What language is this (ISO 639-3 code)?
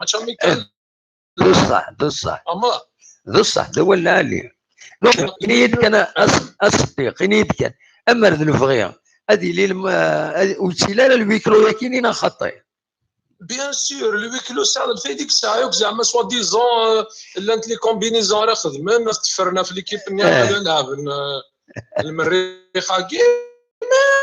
kab